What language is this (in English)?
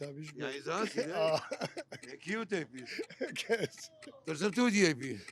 Southern Kurdish